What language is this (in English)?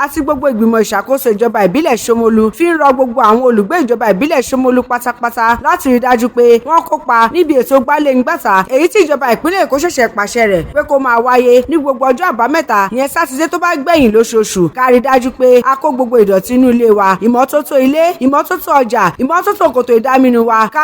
Yoruba